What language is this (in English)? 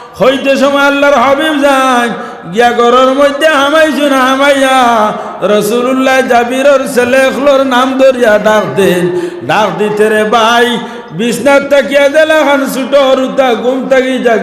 Sylheti